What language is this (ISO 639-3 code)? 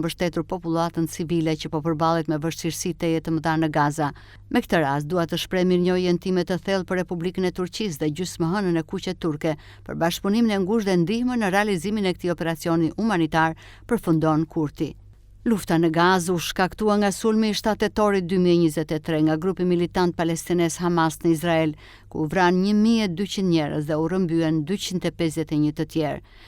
sqi